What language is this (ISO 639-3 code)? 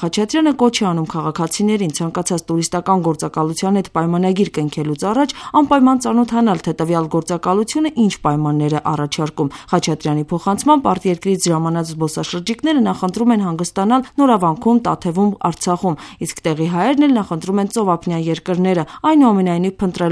hye